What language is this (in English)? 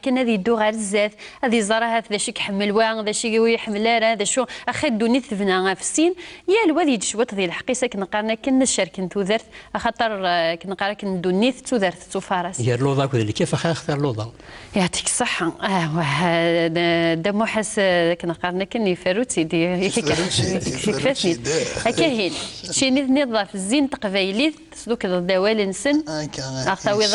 Kabyle